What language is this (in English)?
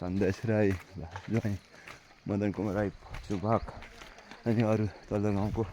Nepali